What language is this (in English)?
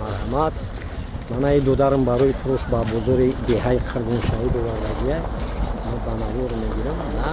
Tajik